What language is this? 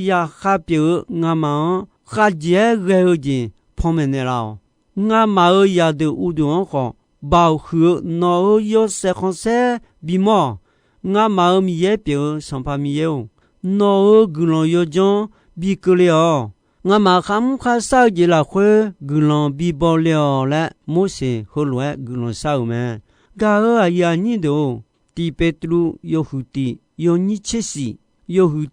Akha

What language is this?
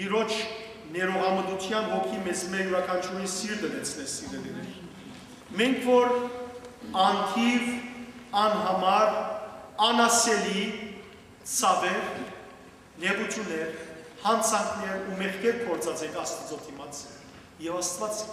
Western Armenian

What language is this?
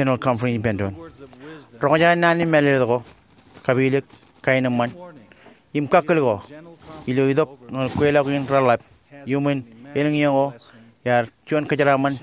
Marshallese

